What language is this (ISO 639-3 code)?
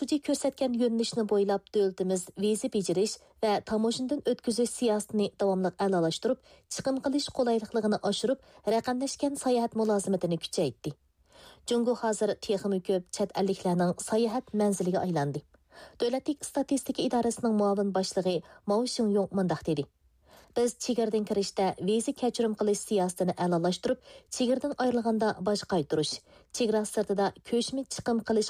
uig